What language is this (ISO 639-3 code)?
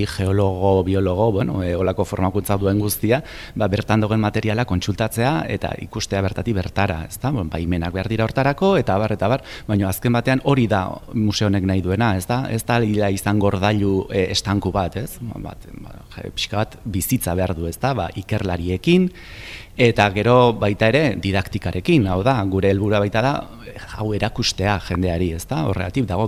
eus